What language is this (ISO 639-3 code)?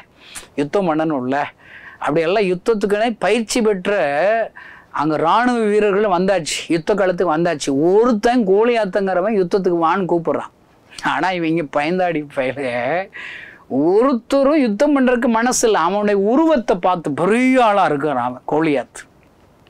tam